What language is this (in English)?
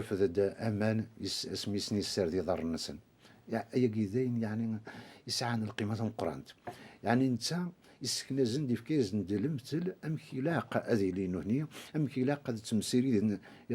Kabyle